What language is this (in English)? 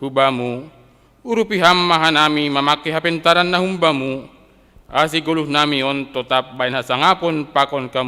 Batak Simalungun